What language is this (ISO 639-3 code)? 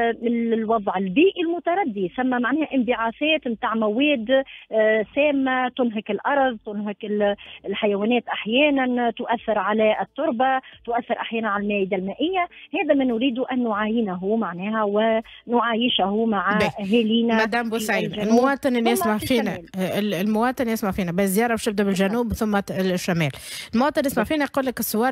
aeb